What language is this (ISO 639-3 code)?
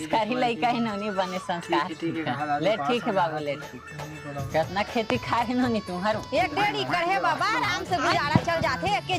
hne